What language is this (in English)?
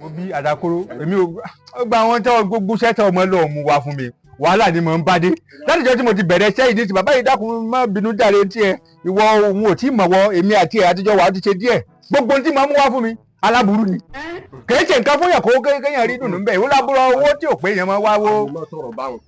Yoruba